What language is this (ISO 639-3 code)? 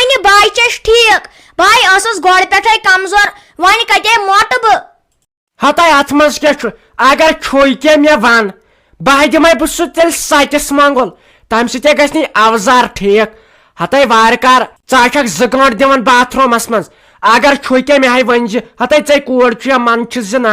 kas